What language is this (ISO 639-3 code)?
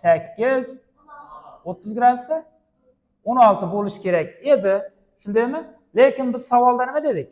uzb